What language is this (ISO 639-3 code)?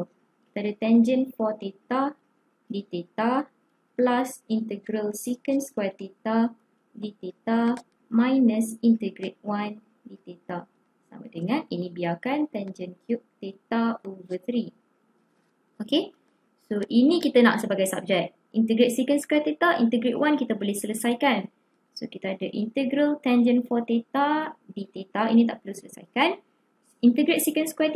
msa